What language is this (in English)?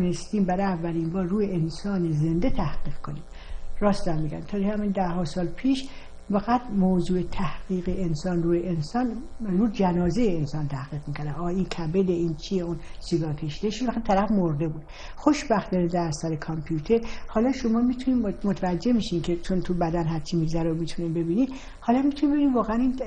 Persian